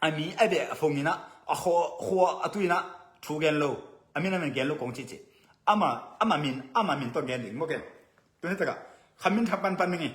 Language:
Tedim Chin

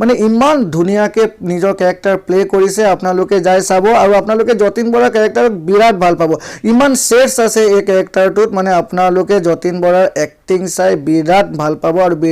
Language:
Assamese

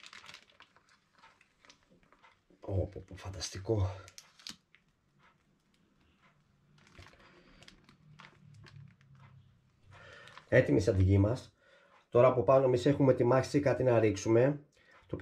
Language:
Greek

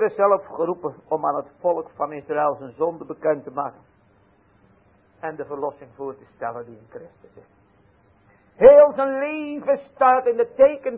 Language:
Dutch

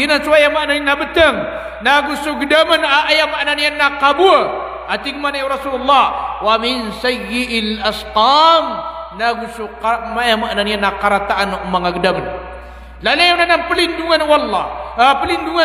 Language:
Maranao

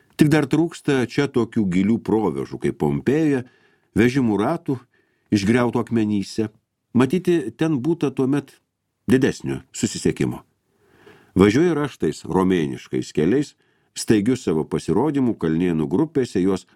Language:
Lithuanian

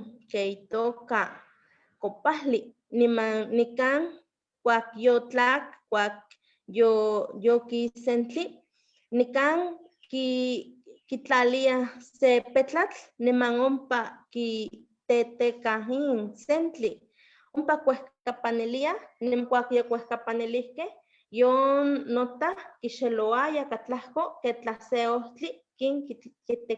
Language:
Eastern Huasteca Nahuatl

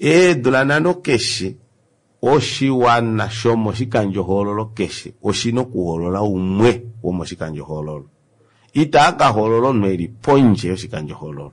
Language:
Kuanyama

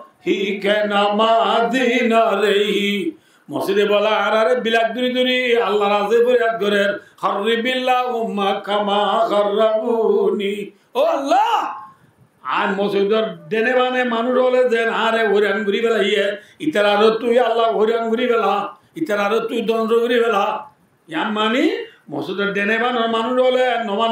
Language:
Rohingya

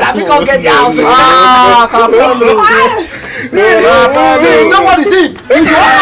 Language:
Nigerian Pidgin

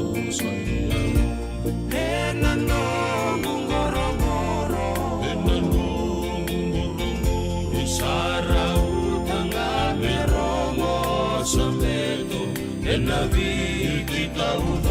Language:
Fijian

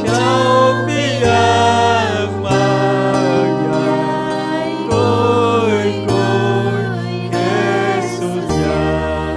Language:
Ayacucho Quechua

